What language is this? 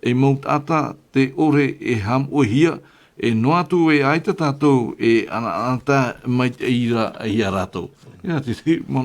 Tahitian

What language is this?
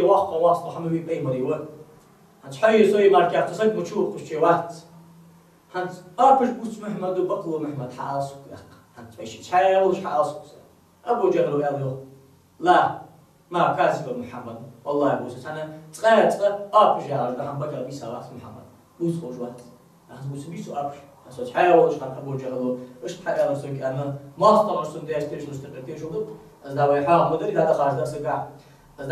Ingush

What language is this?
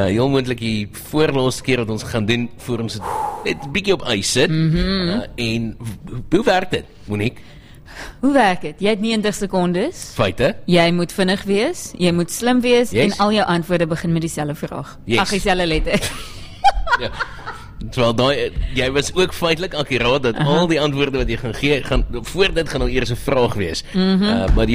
Afrikaans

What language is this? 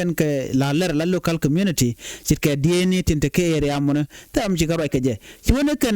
Nuer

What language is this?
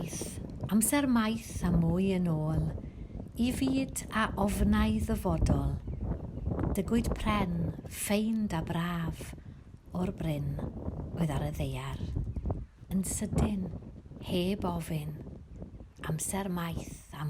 Welsh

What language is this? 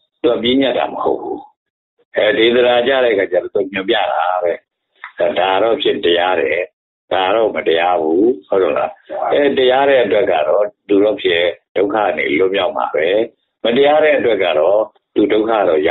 Burmese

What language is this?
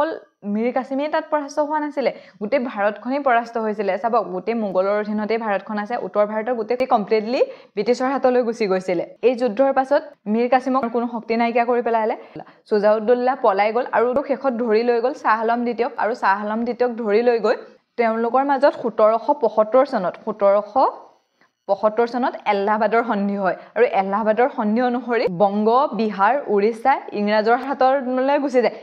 Assamese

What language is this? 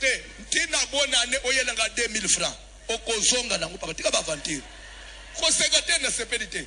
Lingala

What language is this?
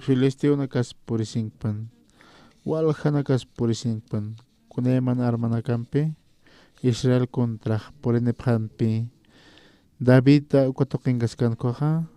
Aymara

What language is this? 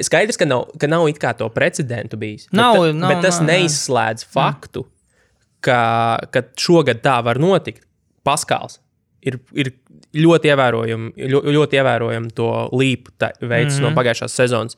Latvian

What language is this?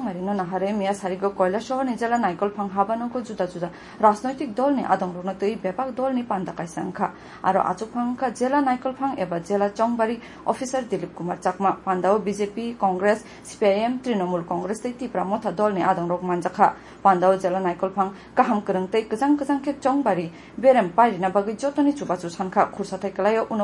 Kok Borok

